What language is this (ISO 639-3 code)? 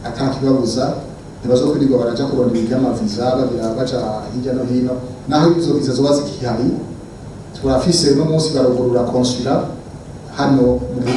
run